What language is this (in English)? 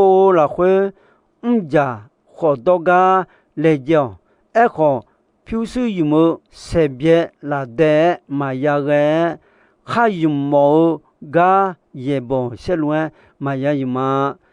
Akha